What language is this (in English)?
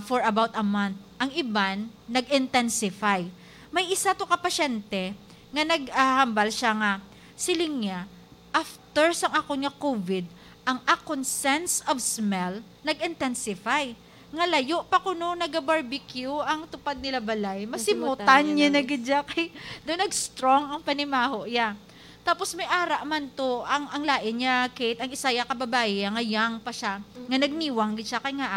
Hiligaynon